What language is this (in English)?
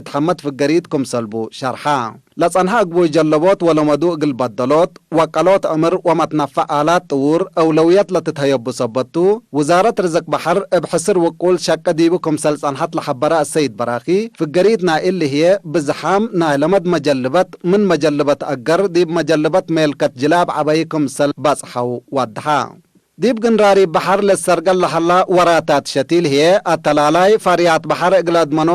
Tigre